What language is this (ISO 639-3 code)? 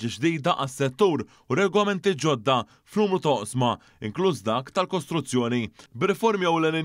mlt